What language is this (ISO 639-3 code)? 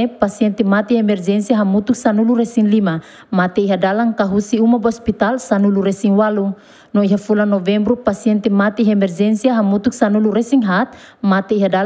tet